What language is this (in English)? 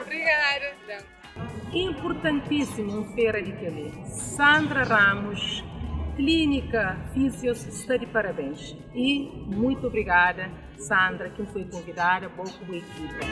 Kabuverdianu